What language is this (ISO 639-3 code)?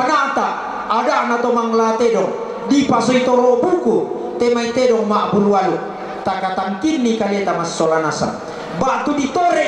sda